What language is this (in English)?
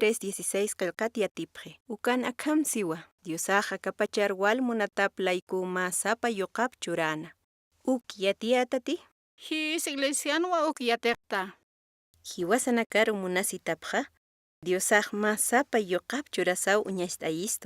Aymara